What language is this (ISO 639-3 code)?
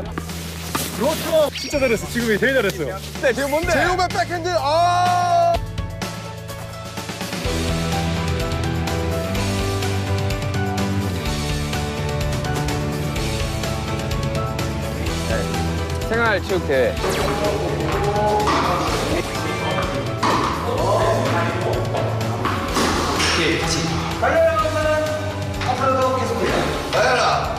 kor